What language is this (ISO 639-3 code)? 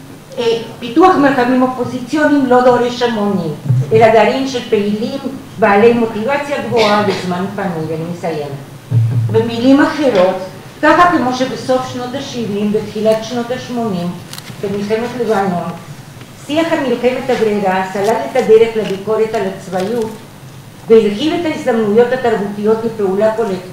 heb